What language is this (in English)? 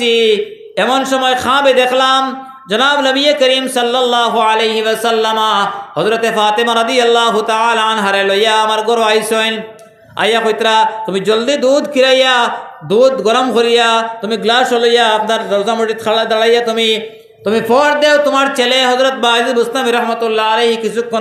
Sylheti